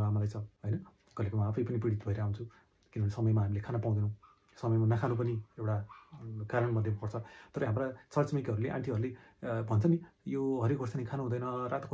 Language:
Nepali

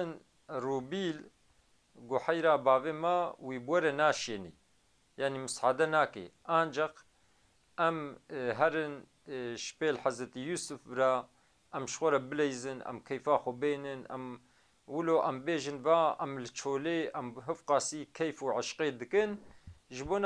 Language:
Kurdish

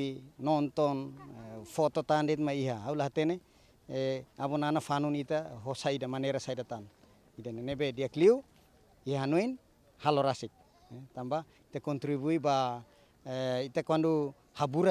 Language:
Tetum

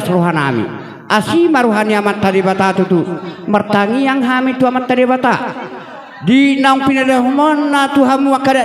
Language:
Batak Toba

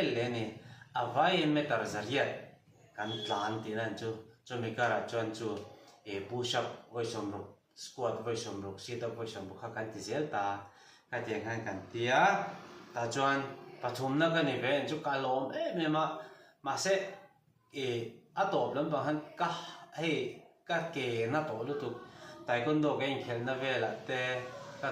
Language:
Mizo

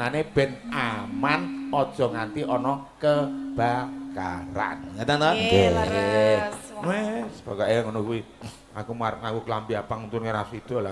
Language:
Javanese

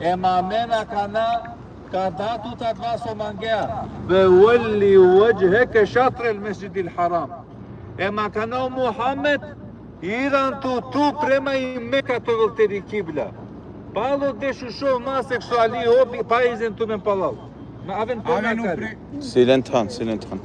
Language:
Balkan Romani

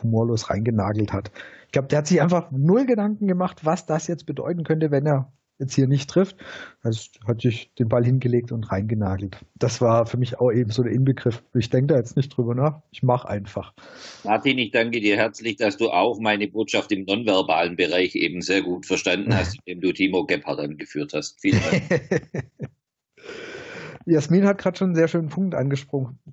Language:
German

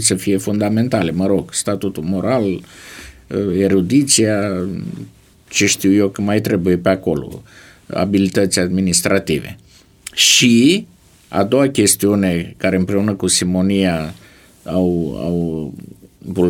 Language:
Romanian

